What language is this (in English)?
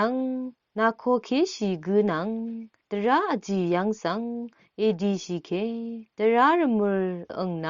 Rawang